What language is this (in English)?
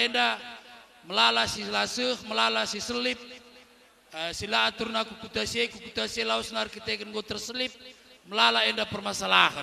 Batak Karo